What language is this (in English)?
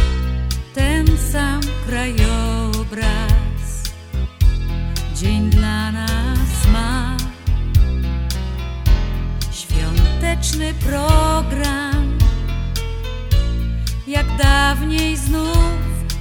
Polish